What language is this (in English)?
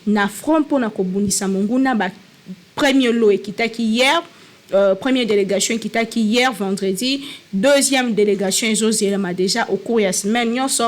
Lingala